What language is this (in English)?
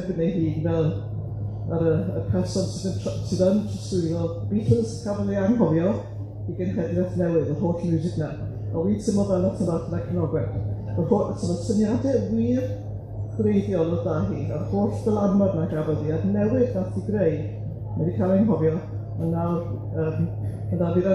Welsh